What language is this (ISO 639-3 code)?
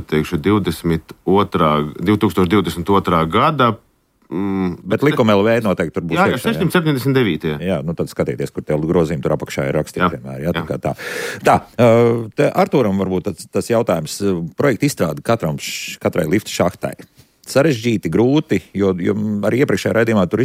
lav